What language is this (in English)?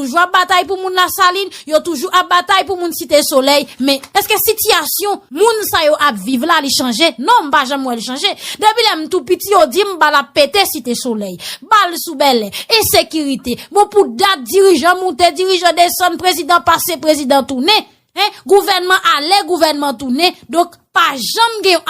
Haitian Creole